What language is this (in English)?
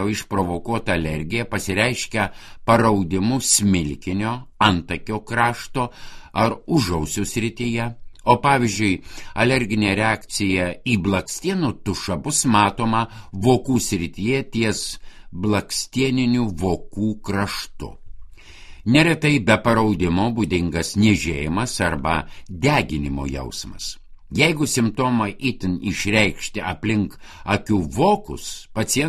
Lithuanian